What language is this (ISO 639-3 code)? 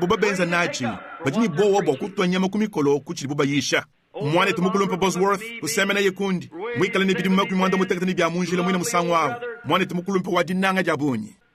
lua